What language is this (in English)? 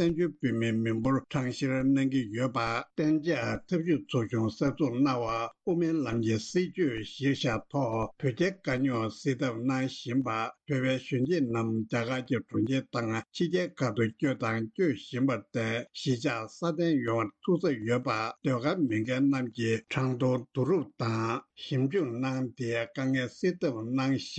Tibetan